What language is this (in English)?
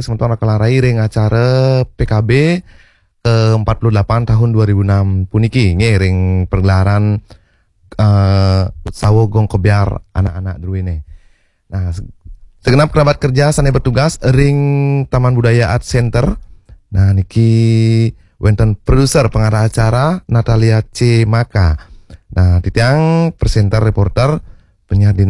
Balinese